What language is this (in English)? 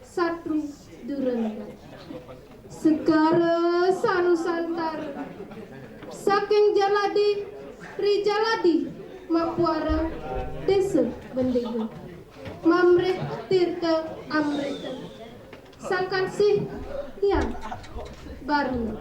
Balinese